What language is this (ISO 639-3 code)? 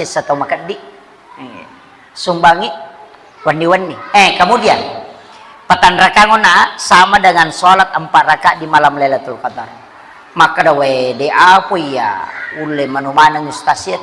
bug